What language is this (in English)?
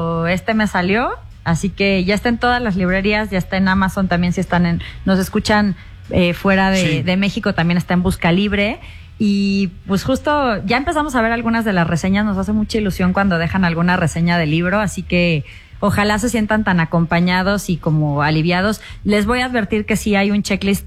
Spanish